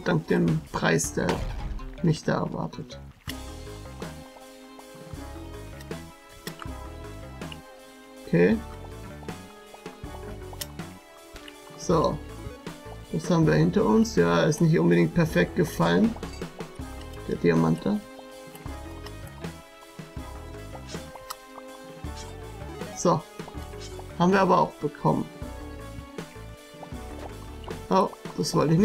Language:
German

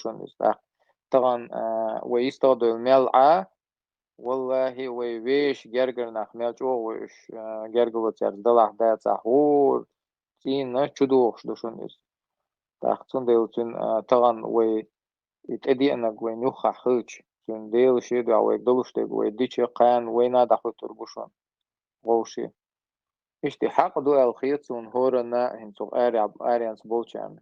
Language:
Chechen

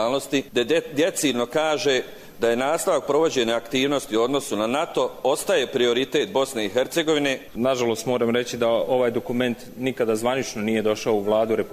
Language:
Croatian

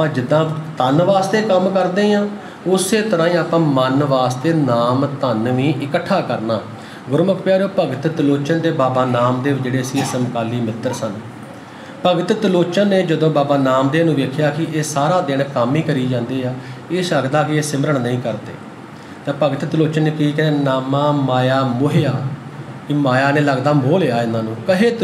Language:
Punjabi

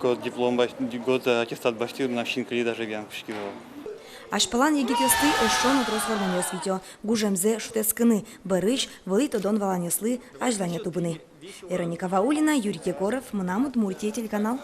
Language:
Udmurt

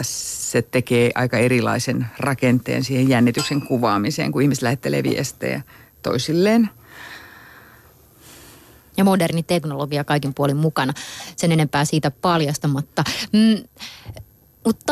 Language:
Finnish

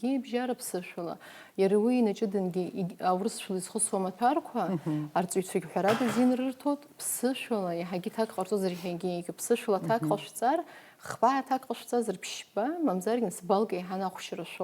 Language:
Abkhazian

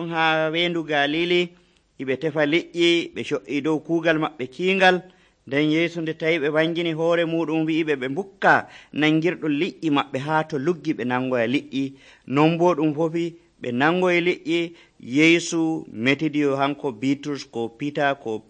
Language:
Nigerian Fulfulde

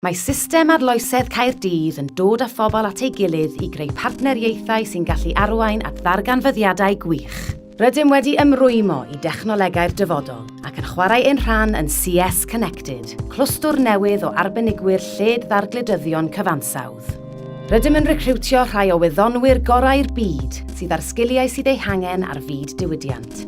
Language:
Welsh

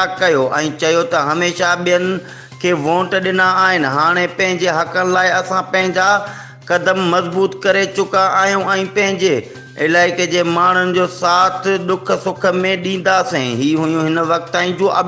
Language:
Sindhi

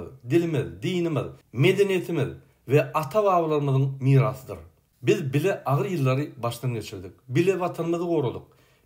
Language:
Turkmen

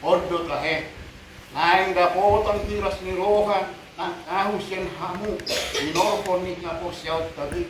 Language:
Batak Toba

